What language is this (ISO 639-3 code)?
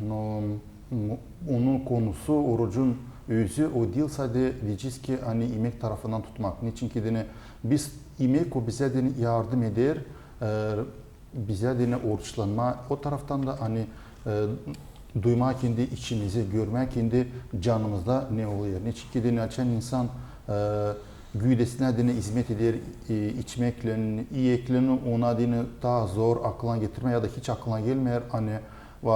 gag